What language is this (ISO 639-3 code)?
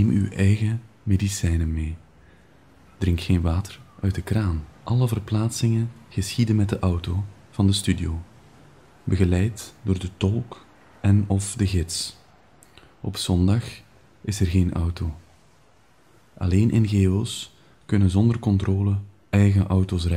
nld